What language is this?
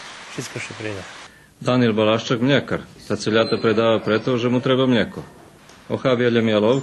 Rusyn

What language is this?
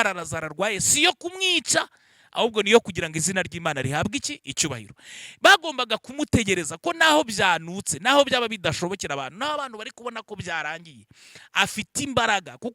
Kinyarwanda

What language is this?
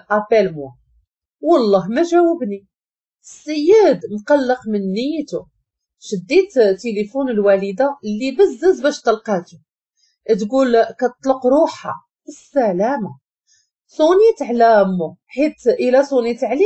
Moroccan Arabic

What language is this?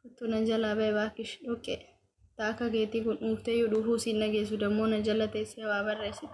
Oromo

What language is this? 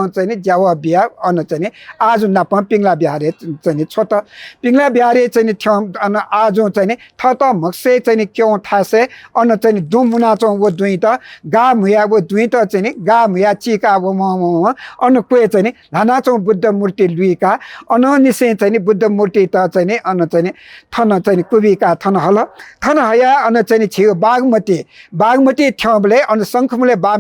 Newari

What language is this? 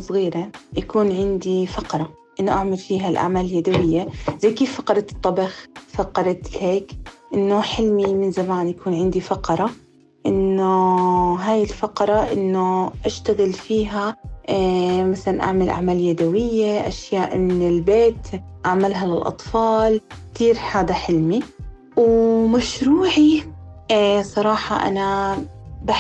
North Levantine Arabic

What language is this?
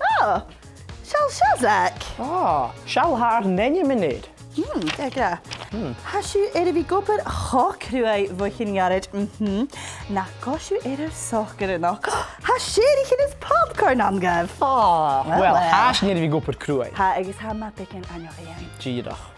Scottish Gaelic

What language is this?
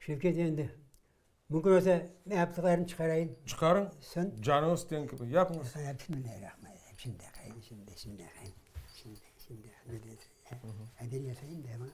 Crimean Tatar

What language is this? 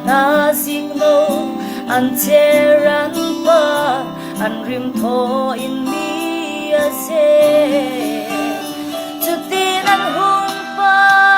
Falam Chin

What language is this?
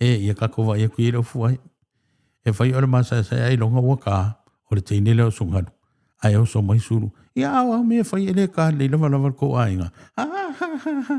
Samoan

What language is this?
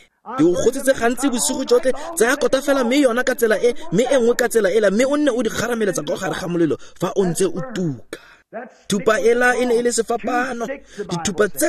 Tswana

